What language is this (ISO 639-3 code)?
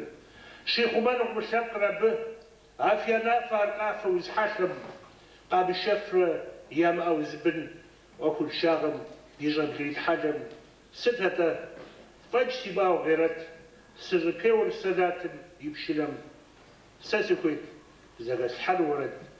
kbd